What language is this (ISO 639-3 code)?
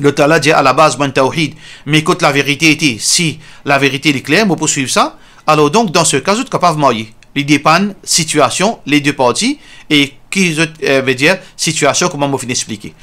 mfe